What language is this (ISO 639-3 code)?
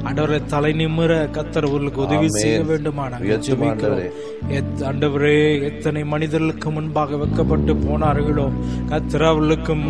tam